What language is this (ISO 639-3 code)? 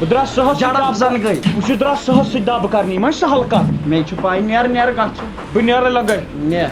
kas